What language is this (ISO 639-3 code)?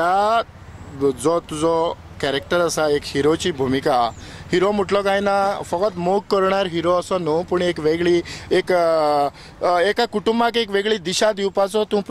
kok